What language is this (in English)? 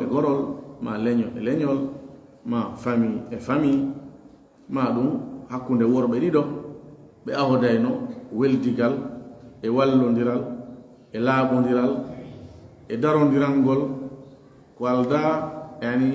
Fula